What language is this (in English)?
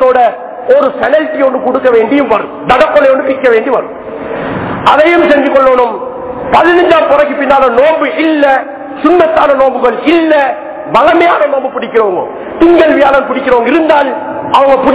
Tamil